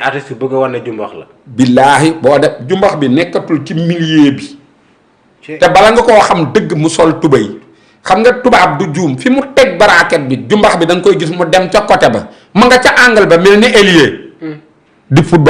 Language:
Wolof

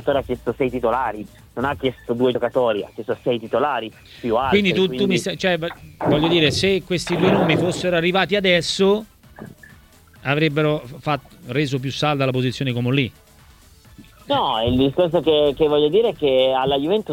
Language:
Italian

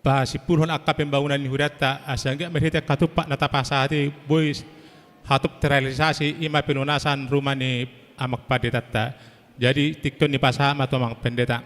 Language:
Batak Toba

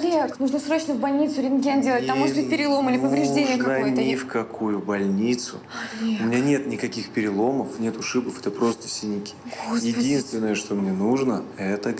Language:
Russian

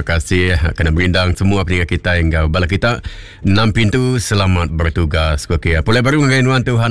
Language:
Iban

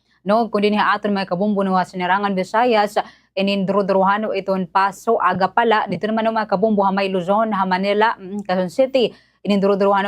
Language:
Waray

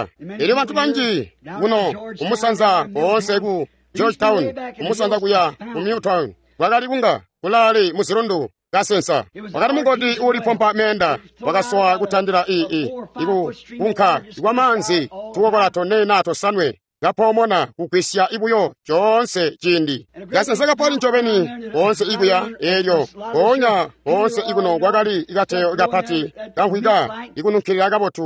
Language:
Tonga (Zambia)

